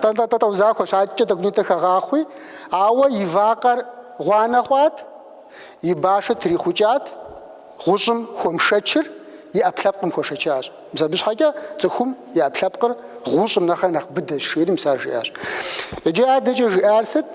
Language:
Kabardian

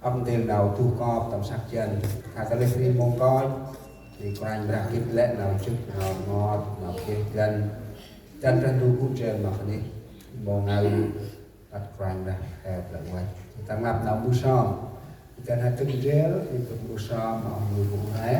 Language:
Central Mnong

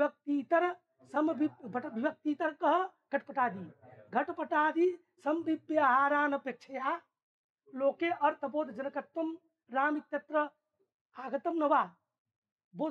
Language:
Sanskrit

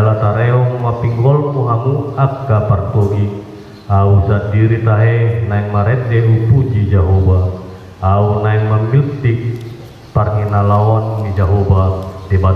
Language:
Batak Toba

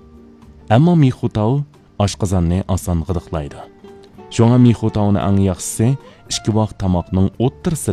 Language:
Uyghur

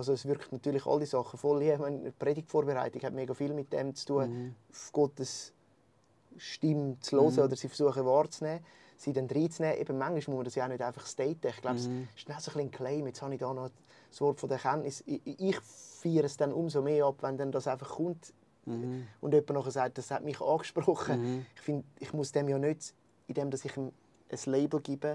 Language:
Swiss German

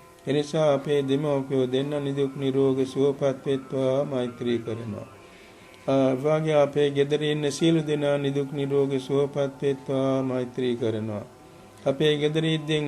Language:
Sinhala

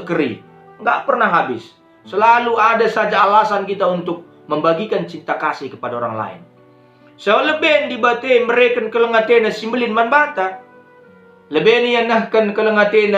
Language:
Batak Karo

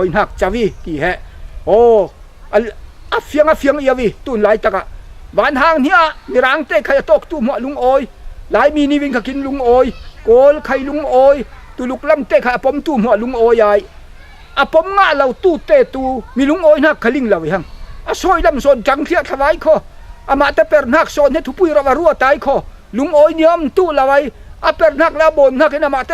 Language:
Falam Chin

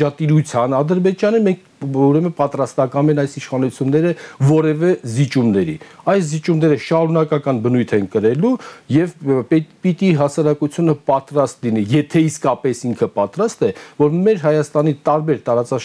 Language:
Armenian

